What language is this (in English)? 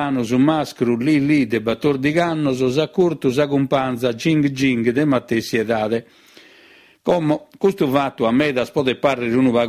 Sardinian